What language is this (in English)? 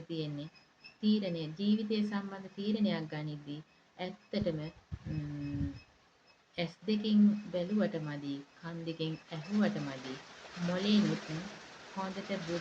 Sinhala